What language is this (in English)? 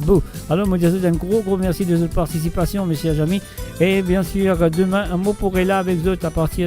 Morisyen